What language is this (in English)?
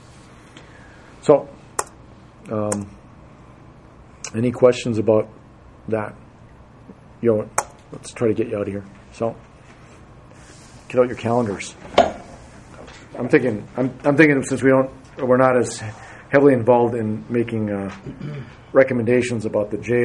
English